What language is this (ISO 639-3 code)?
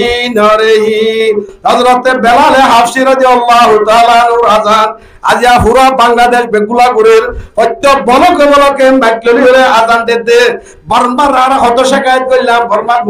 rhg